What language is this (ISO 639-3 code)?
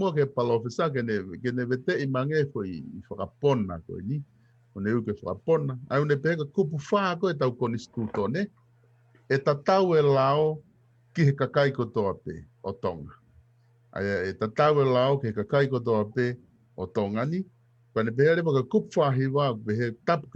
ton